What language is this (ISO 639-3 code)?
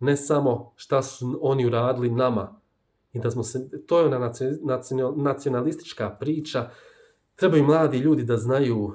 bos